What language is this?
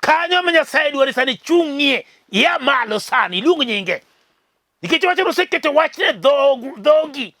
Luo (Kenya and Tanzania)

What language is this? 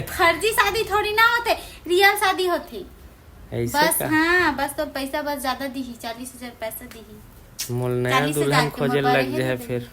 Chhattisgarhi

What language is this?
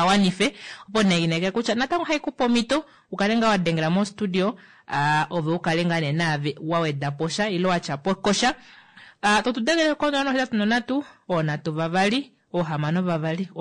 Kuanyama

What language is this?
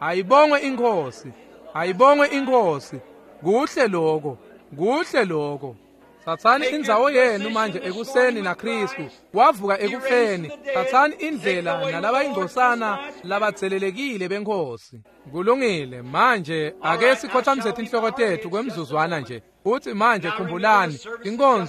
Swati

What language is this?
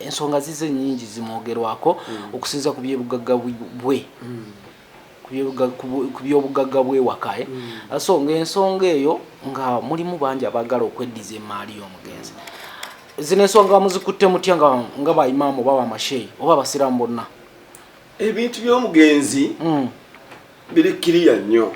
Ganda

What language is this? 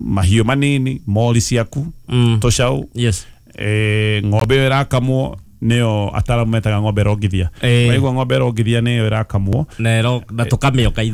Kikuyu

